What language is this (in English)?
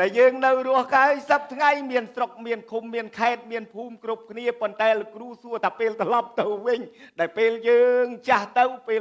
Khmer